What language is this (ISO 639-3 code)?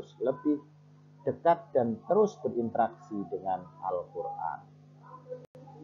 ind